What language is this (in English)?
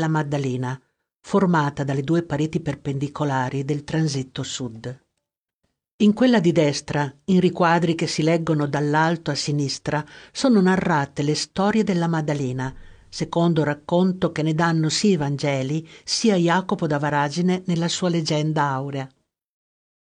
Italian